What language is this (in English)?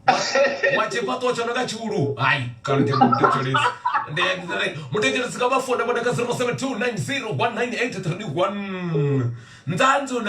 Venda